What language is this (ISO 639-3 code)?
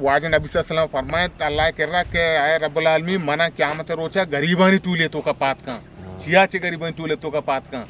bgp